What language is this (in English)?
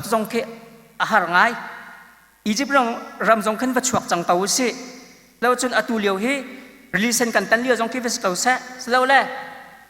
Hakha Chin